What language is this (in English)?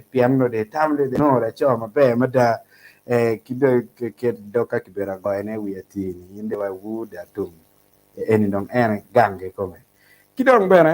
Acoli